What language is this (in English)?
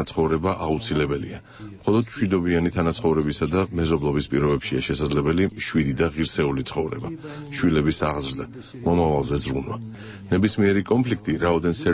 Georgian